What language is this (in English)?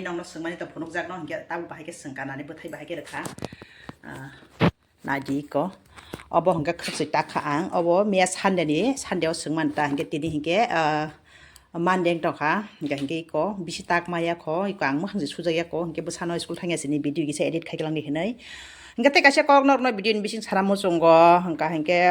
Kok Borok